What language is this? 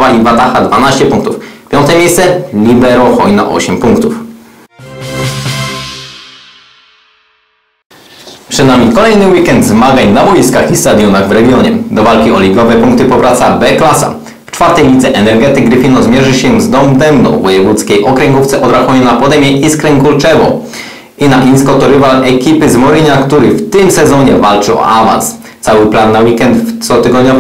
Polish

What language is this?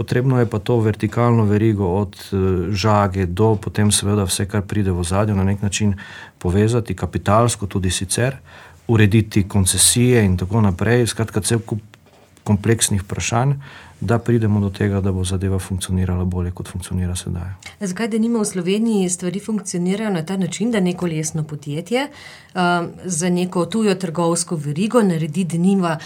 Slovenian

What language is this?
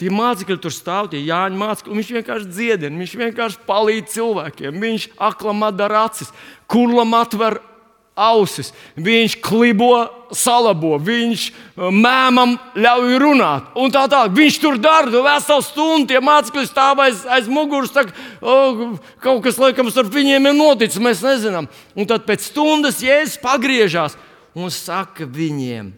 Latvian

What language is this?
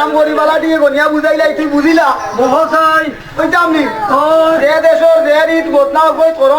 Sylheti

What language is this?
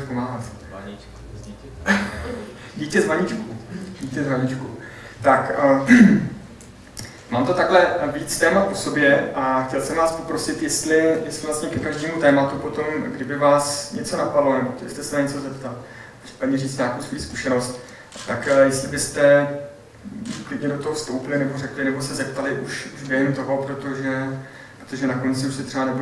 Czech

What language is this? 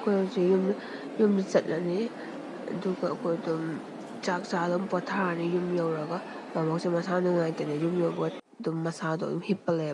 Manipuri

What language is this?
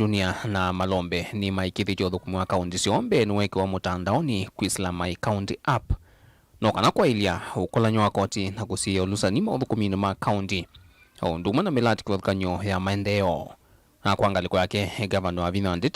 Kamba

